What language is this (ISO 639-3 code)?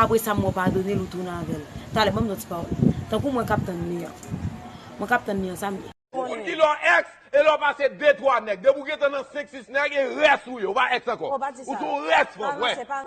hat